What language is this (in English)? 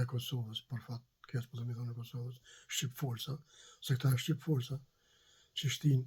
Albanian